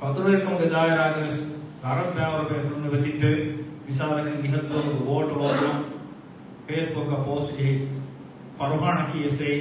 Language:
Divehi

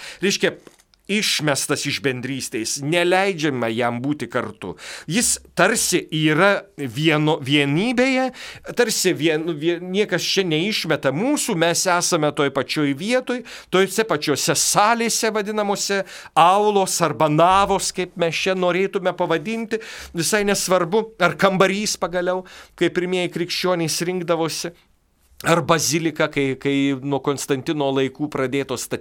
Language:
Lithuanian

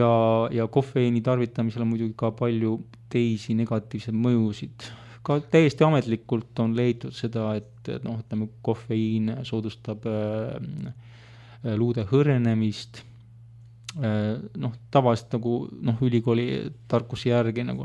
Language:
Estonian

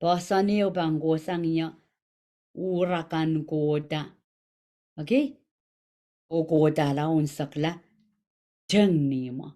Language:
Pohnpeian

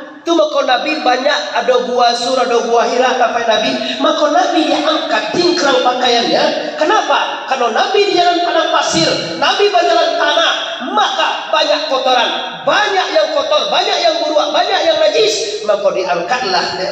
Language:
Minangkabau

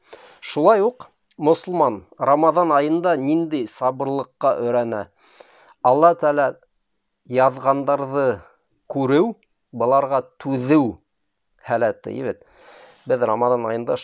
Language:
Bashkir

